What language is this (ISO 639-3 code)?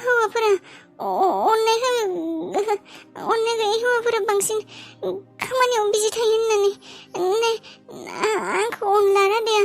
brx